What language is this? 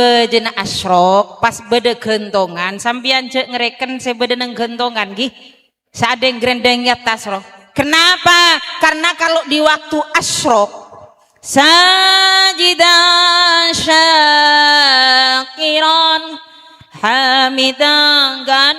Madurese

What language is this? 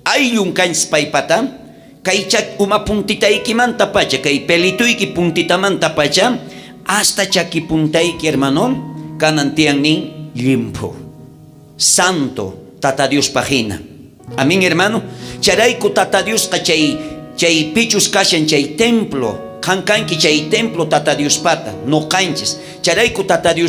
South Bolivian Quechua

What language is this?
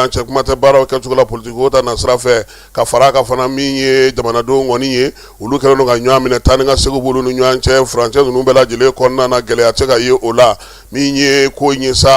Bambara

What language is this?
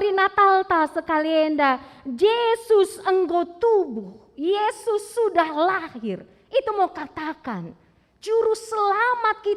Batak Karo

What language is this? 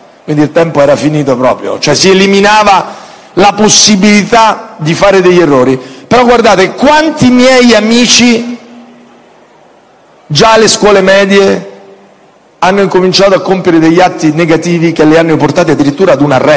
Italian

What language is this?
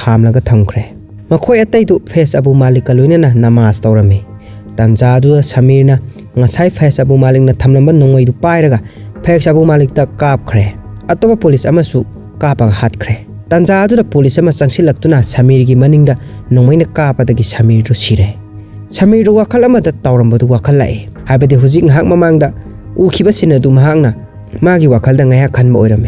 Manipuri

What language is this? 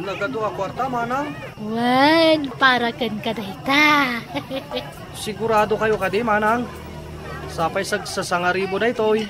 Iloko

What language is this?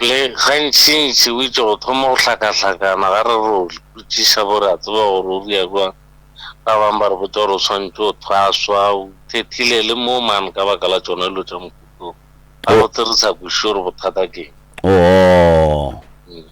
Northern Sotho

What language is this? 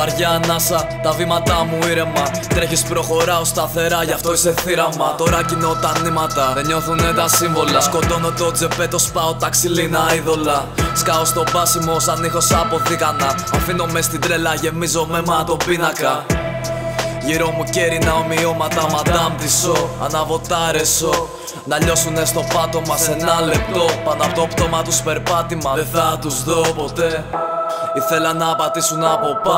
Greek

